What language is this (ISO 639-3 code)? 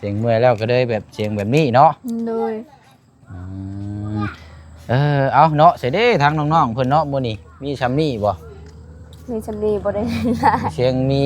lao